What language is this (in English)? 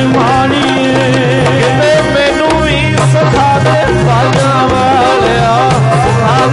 Punjabi